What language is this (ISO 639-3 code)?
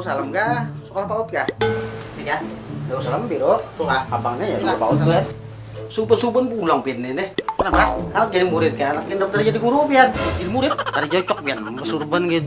bjn